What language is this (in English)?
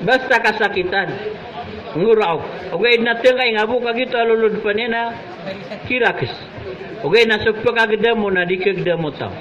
Maranao